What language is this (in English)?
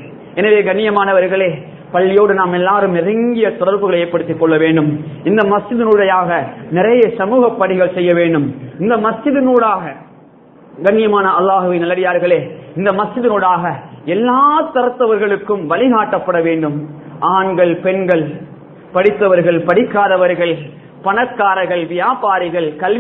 Tamil